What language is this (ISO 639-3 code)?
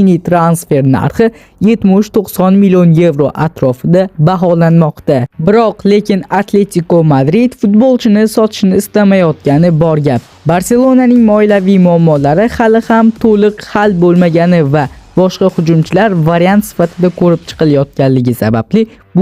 uzb